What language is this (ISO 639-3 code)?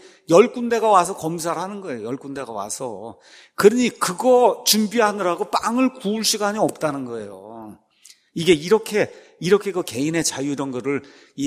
kor